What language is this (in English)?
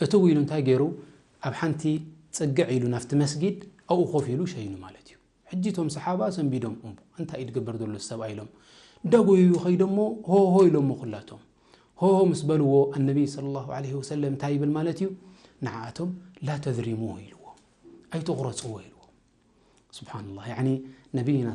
Tigrinya